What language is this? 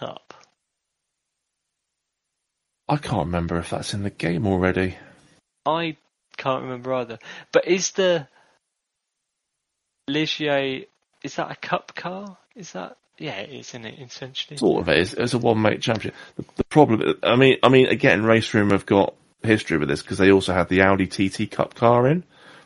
English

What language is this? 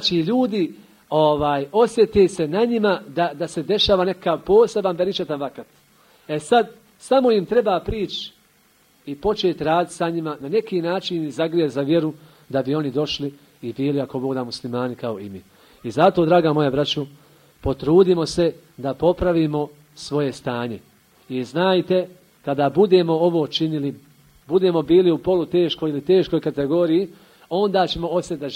Bosnian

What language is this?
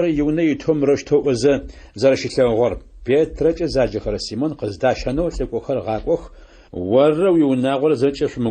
Adyghe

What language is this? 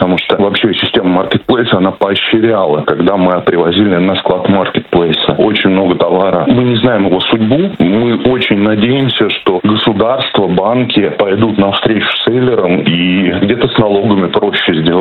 Russian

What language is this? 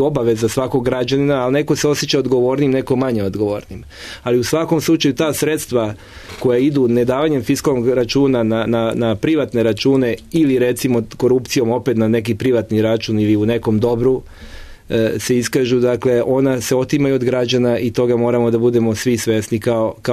Serbian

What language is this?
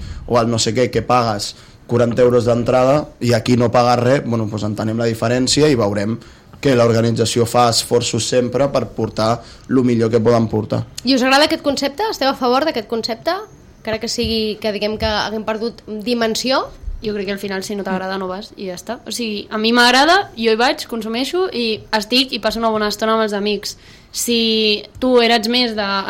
Catalan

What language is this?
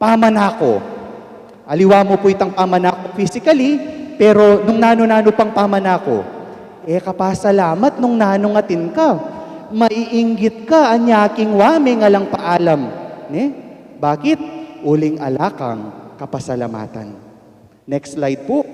Pampanga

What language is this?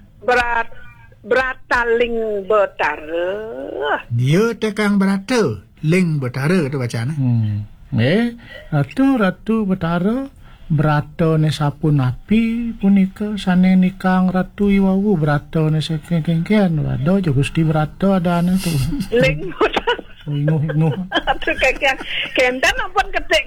Balinese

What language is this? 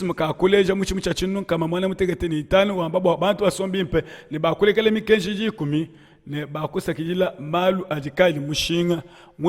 Luba-Lulua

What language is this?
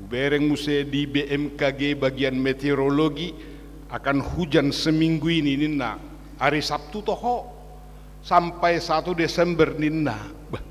Batak Toba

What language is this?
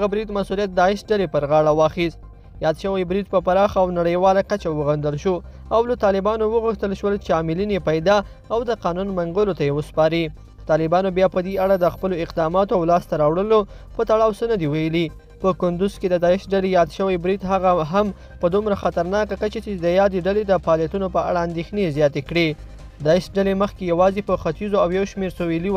Pashto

